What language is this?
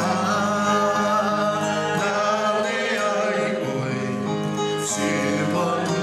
Samoan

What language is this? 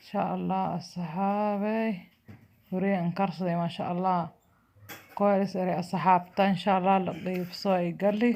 Somali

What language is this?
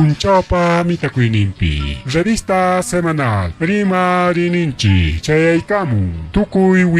Ayacucho Quechua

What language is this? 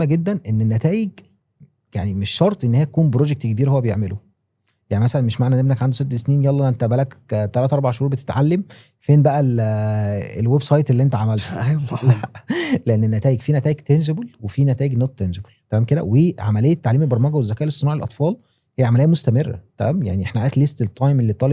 Egyptian Arabic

